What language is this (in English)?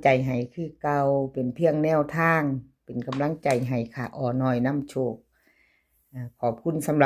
Lao